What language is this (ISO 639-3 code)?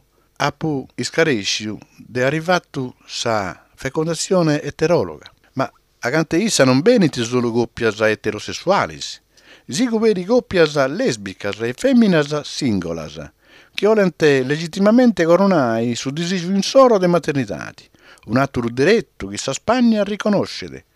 srd